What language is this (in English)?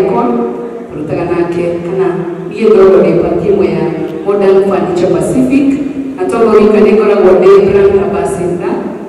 Kikuyu